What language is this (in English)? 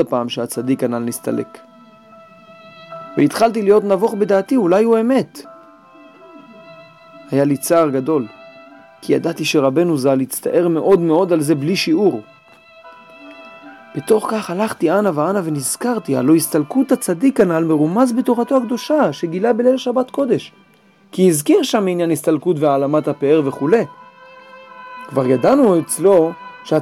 Hebrew